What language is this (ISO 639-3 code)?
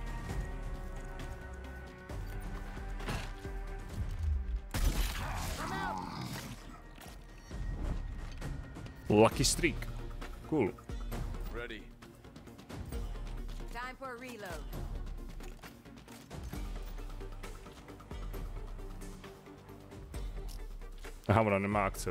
ces